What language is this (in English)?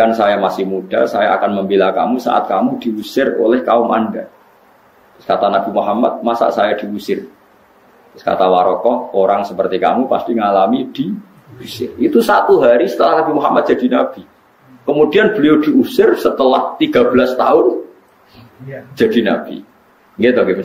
Indonesian